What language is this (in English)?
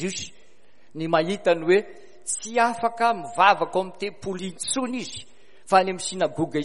Malagasy